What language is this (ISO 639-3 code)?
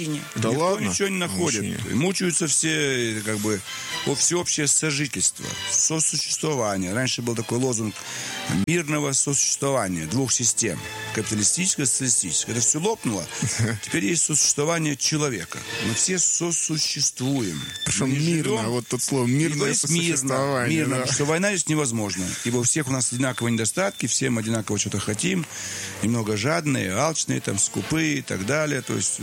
rus